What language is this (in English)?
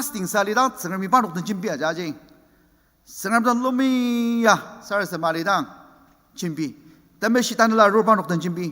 Ao Naga